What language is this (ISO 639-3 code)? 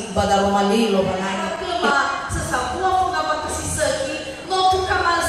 nia